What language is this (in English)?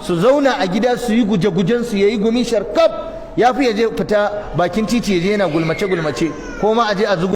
Hausa